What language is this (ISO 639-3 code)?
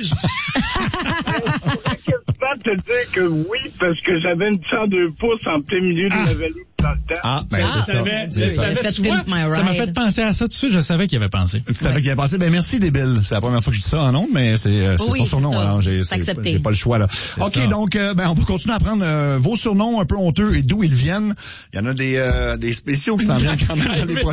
fra